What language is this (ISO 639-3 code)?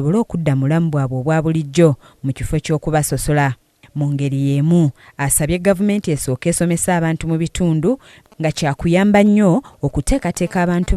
lug